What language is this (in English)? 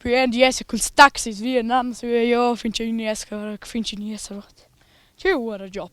Romansh